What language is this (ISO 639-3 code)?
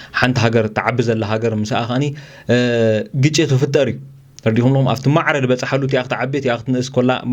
tir